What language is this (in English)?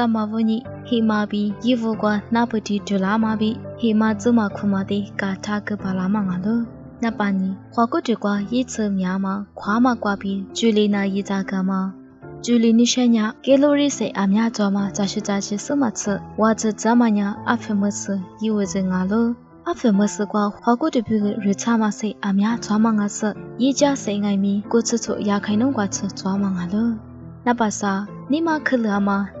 Lisu